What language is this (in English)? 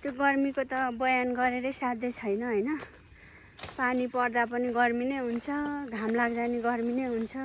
Nepali